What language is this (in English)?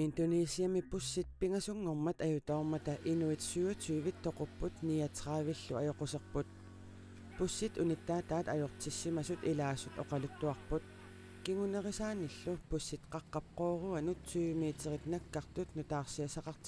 Kalaallisut